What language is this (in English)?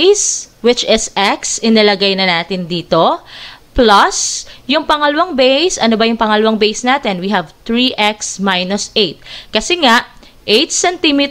Filipino